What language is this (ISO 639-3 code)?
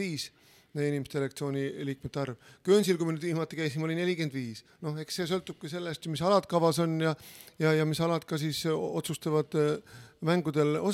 est